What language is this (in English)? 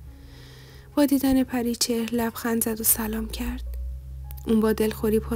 Persian